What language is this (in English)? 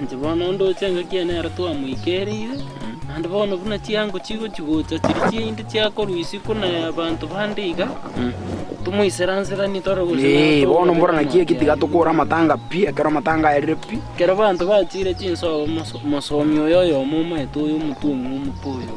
Gusii